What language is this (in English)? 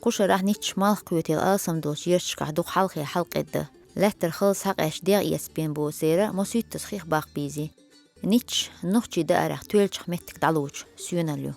Chechen